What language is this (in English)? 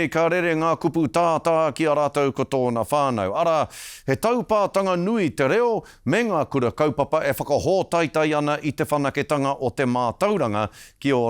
Māori